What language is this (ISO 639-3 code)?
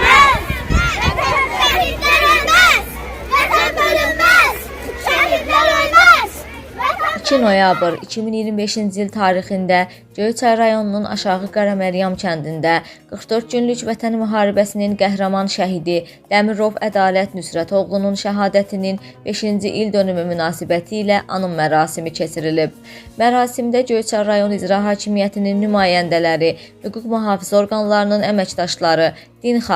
aze